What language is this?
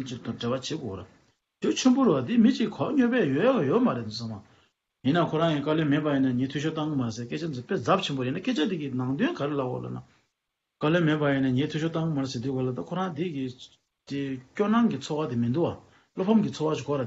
Tibetan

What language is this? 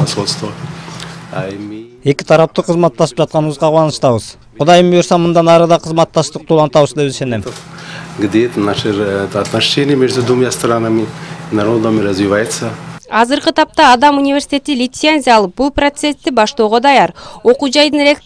Kyrgyz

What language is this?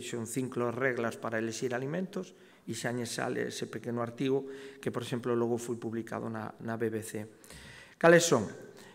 Galician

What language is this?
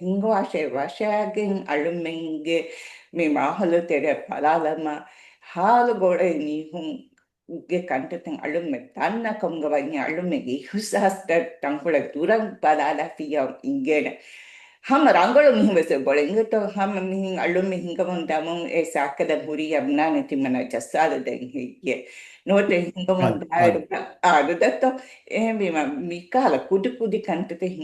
Divehi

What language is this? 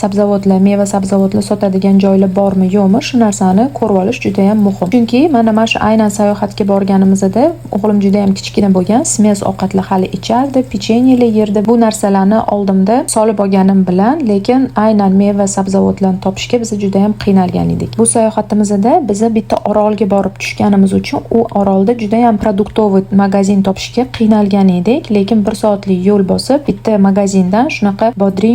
Uzbek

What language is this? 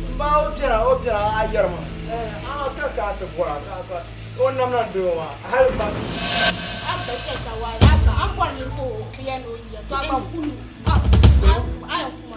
Dagbani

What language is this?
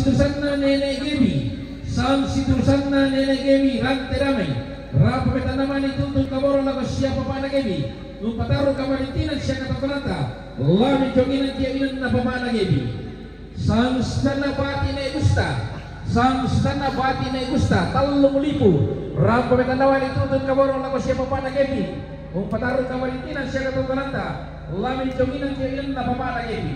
Toraja-Sa'dan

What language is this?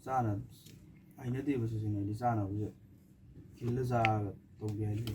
Manipuri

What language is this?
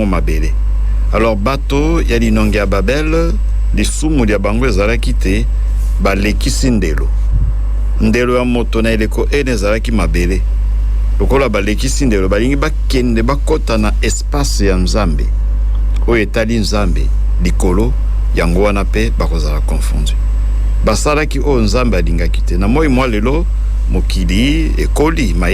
Lingala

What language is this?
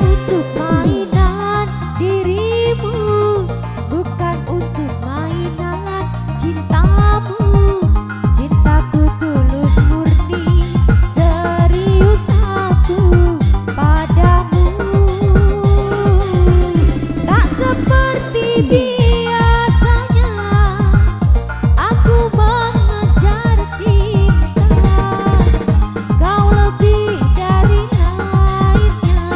Indonesian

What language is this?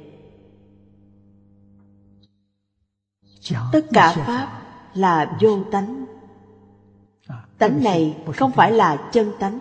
Vietnamese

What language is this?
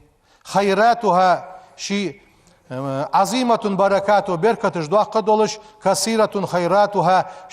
Ingush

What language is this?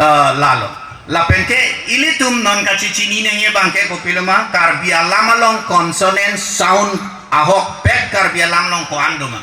Karbi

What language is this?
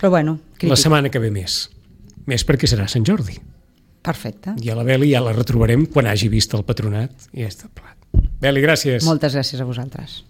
Catalan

